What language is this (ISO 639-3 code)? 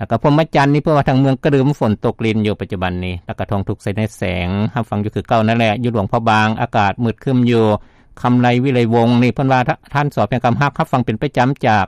lao